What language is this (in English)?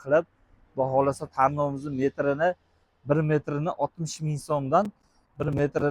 Uzbek